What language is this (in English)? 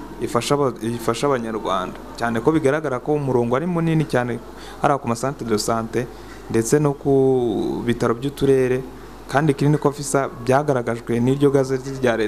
Kinyarwanda